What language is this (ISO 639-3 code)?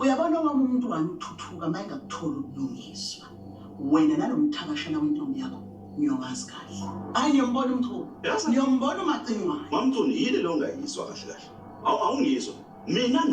zul